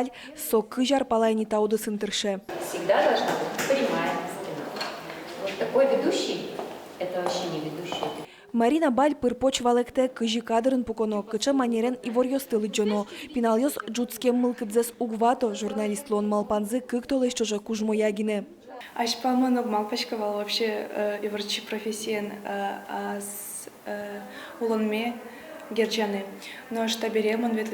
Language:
Udmurt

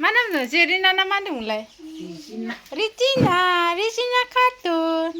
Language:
Bodo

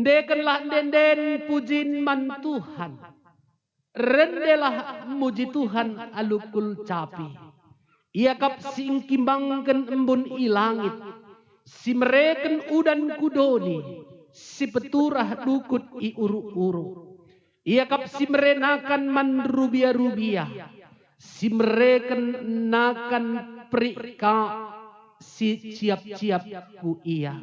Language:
Batak Karo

